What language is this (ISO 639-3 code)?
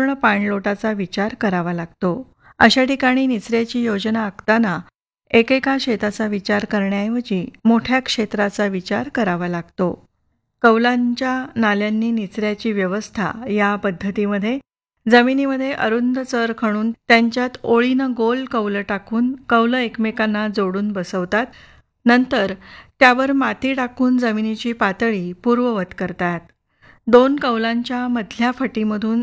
mar